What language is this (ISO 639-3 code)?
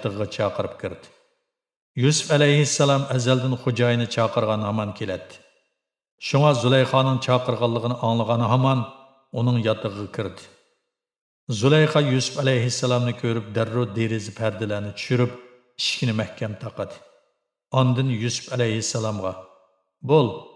uig